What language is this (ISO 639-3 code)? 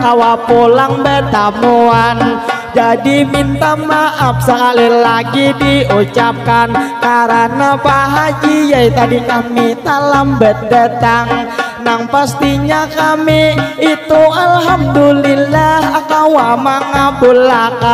bjn